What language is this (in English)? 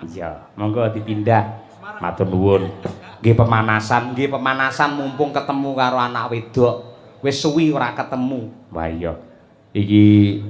Javanese